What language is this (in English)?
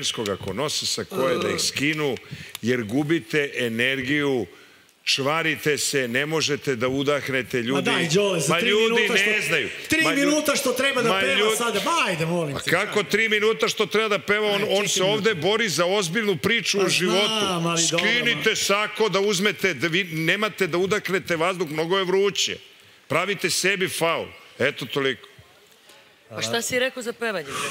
Serbian